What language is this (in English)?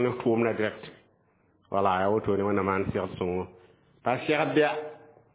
Mossi